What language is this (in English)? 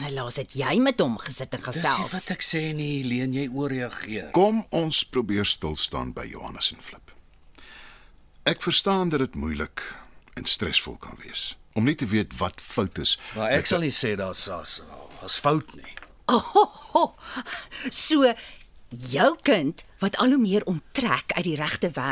Afrikaans